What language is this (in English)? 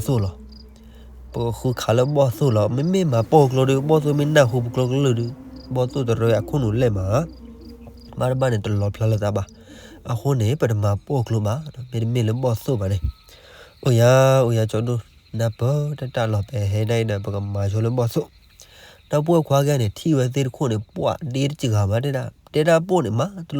S'gaw Karen